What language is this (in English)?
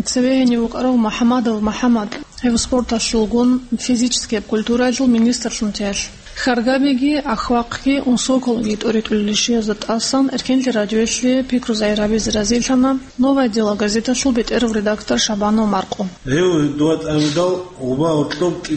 Avaric